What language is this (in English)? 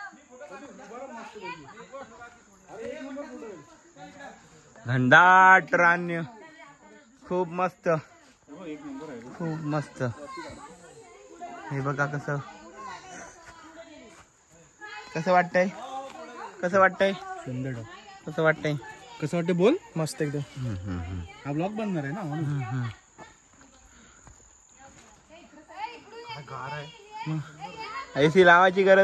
Marathi